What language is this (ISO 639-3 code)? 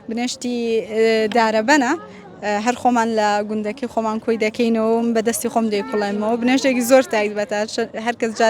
ckb